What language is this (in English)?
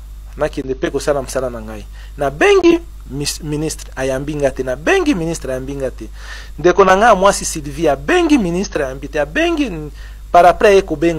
Lingala